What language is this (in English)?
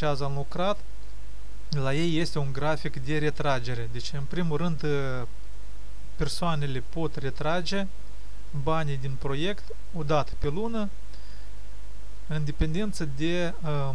Romanian